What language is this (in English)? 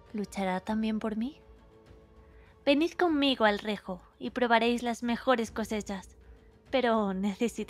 Spanish